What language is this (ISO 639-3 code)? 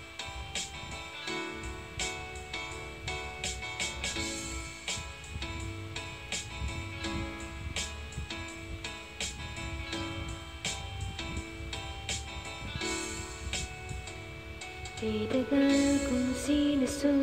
fil